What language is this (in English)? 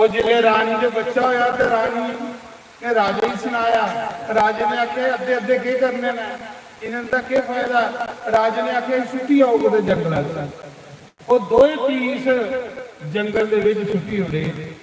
Dogri